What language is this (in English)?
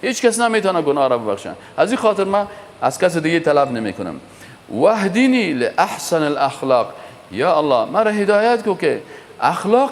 Persian